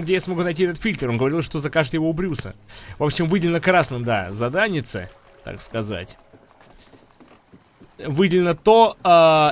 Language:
Russian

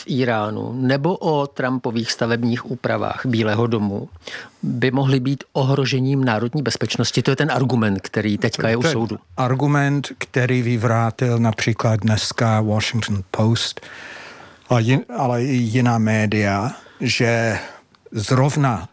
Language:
Czech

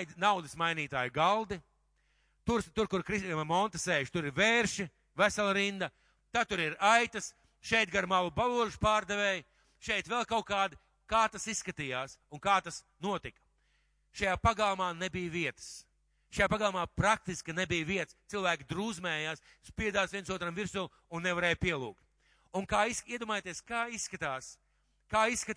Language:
Latvian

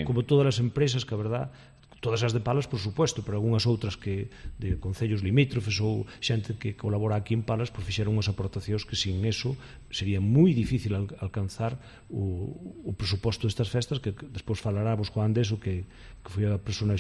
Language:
Galician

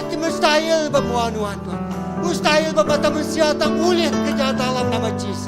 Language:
Iban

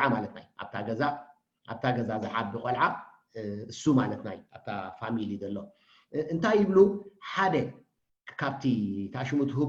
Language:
Tigrinya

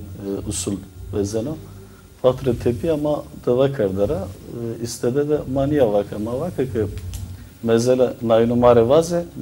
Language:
Zaza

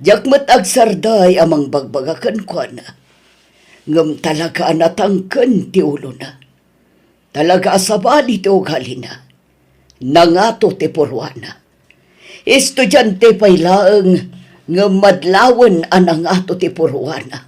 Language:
Iloko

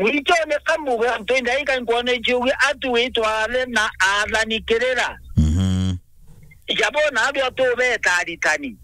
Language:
Meru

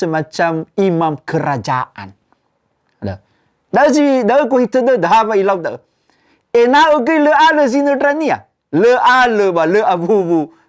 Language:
Nias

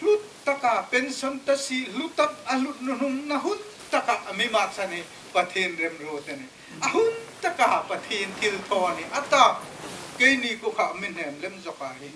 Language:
Hmar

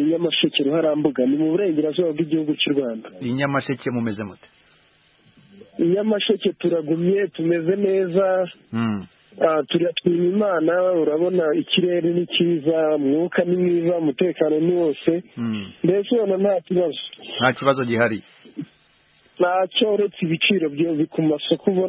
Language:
Kinyarwanda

